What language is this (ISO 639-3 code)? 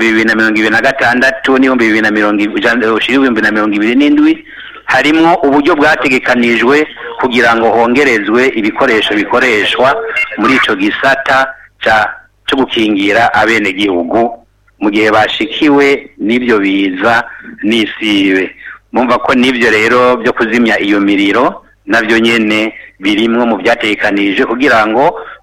run